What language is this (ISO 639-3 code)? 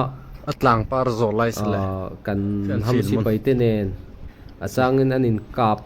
lus